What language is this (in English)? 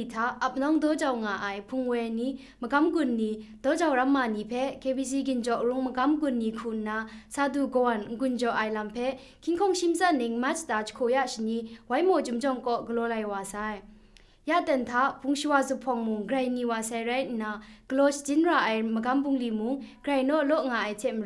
Kachin